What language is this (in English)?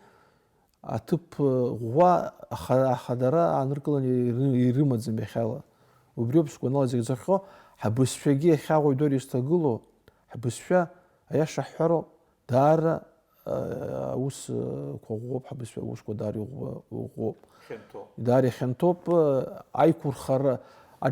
Abkhazian